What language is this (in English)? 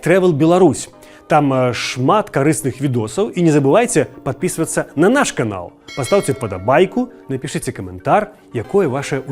Belarusian